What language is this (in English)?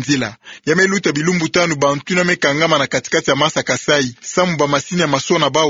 Kituba (Democratic Republic of Congo)